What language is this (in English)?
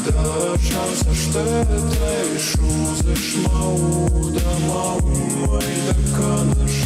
Ossetic